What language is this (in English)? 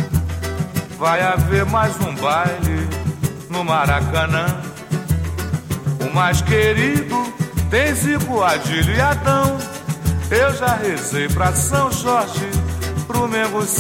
Portuguese